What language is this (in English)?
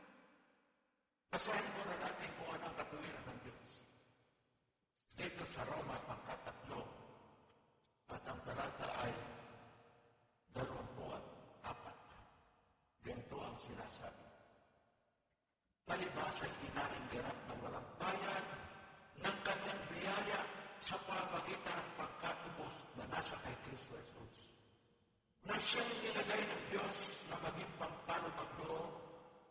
Filipino